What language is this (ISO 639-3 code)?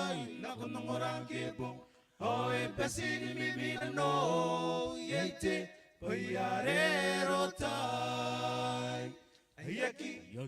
gil